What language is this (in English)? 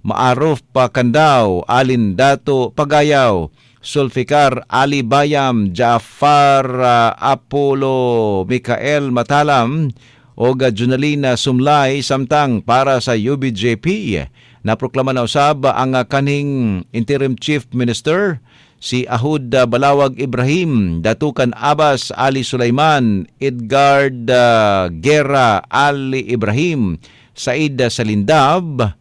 Cebuano